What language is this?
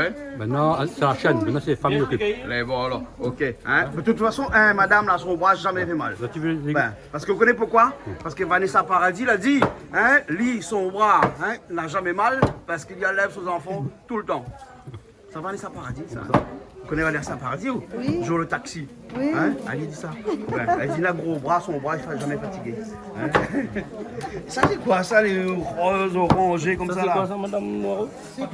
Réunion Creole French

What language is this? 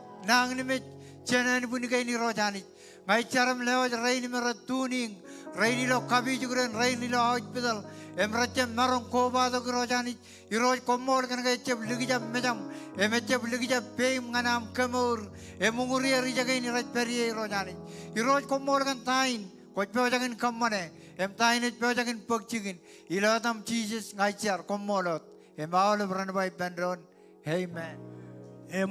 Marshallese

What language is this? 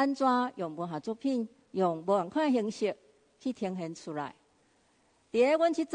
Min Nan Chinese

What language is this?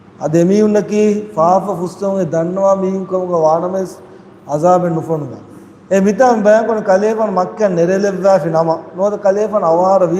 Divehi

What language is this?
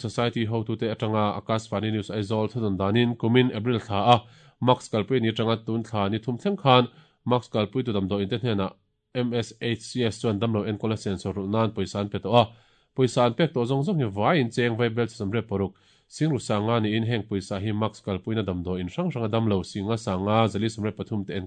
Mizo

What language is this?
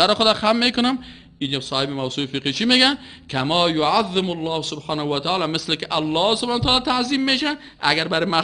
Persian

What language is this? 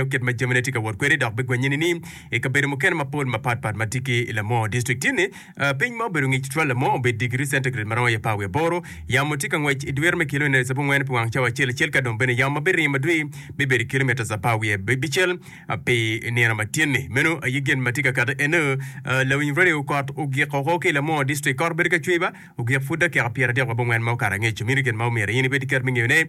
Acoli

